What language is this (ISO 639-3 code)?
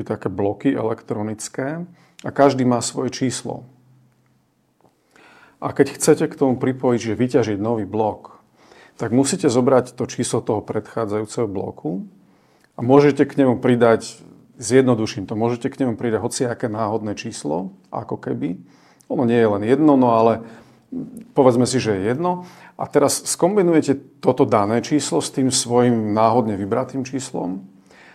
slk